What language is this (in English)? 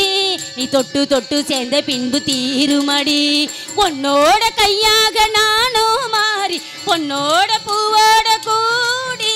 Tamil